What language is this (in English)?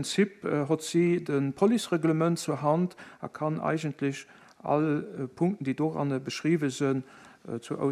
Luxembourgish